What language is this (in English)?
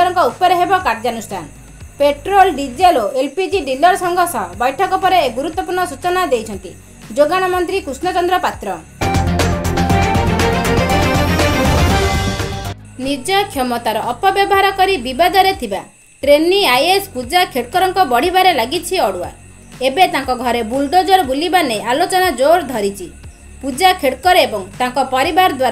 Odia